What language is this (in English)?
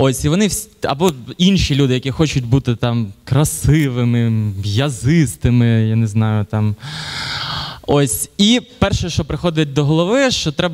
Ukrainian